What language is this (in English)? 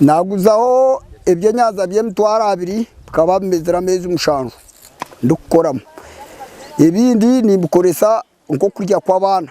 Nyankole